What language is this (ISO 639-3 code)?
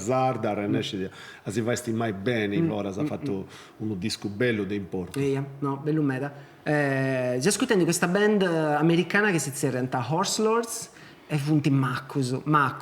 srd